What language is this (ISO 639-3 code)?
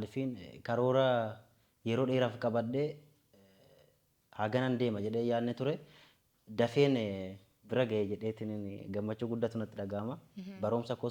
orm